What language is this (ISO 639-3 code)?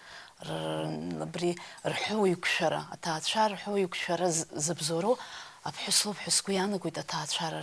abk